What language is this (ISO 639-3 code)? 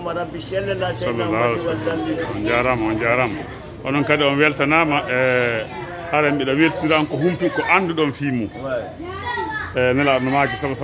fuf